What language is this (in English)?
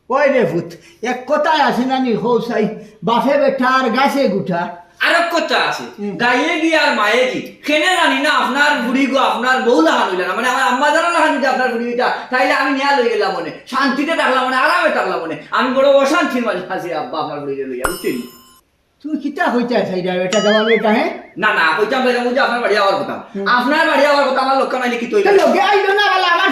Sylheti